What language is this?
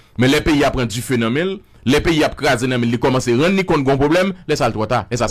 Haitian Creole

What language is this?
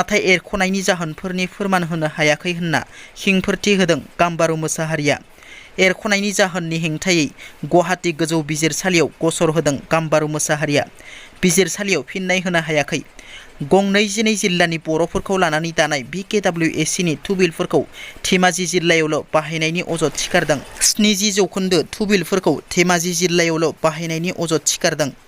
Bodo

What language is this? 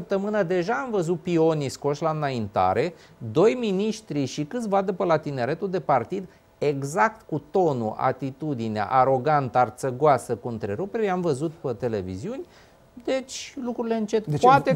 Romanian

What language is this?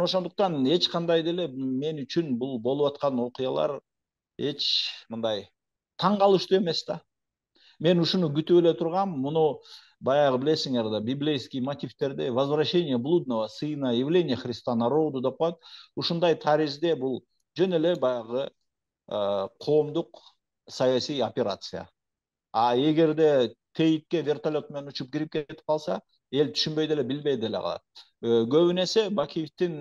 Kyrgyz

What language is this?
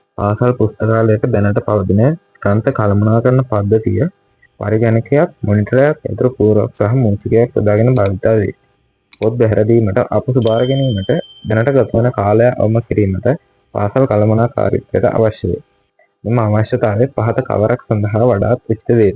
Sinhala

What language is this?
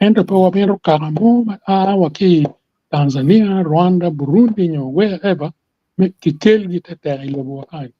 Acoli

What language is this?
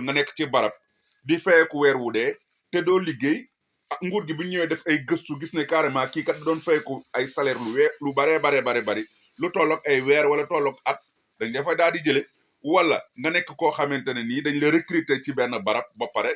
Wolof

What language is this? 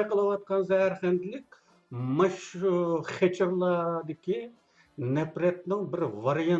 Uyghur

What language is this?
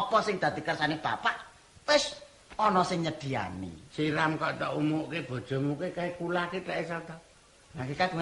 Javanese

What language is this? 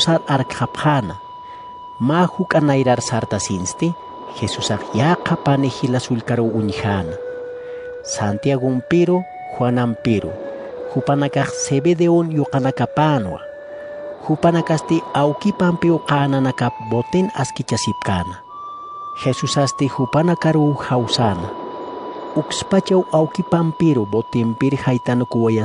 Aymara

